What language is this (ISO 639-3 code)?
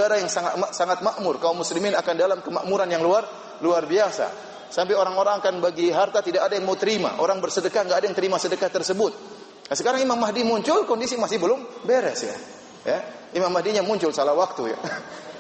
ind